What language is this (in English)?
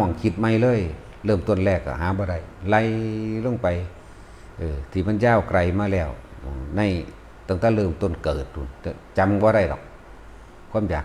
Northeastern Thai